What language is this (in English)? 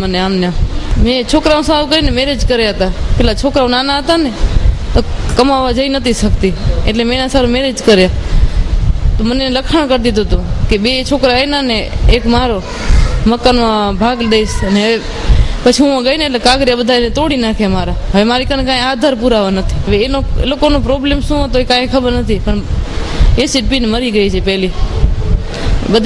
Gujarati